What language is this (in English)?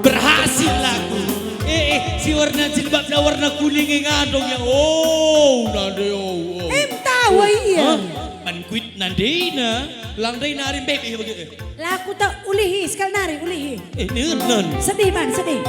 Batak Karo